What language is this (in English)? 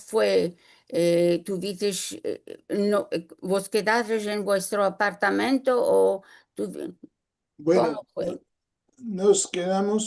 Ladino